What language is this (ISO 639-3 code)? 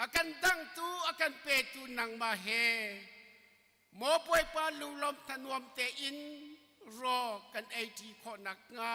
cnh